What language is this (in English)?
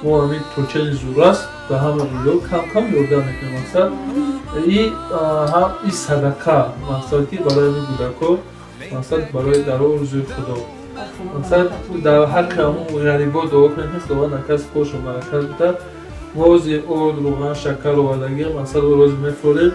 Tajik